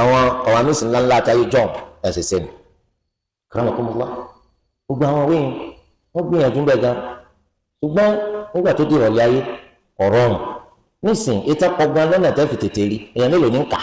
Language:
Yoruba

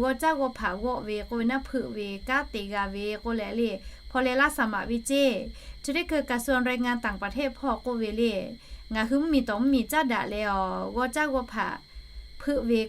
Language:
Lahu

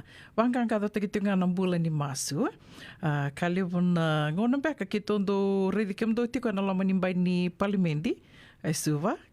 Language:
Fijian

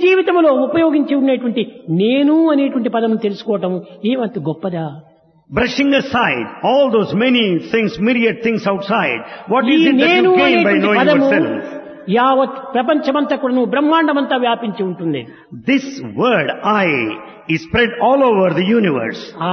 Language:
Telugu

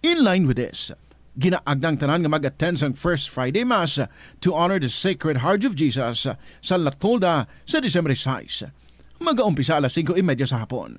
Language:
Hiligaynon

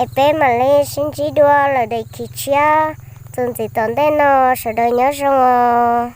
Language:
Hmong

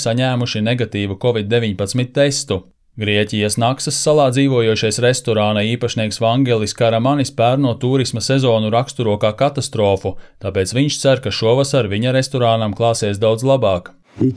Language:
Latvian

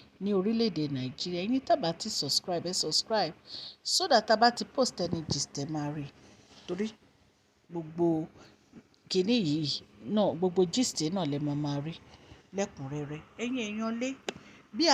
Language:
Yoruba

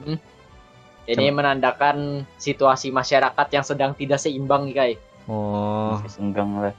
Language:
Banjar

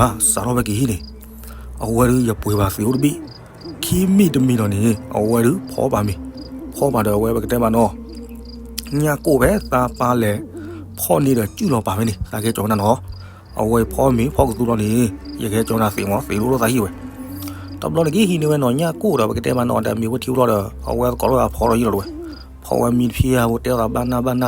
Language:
S'gaw Karen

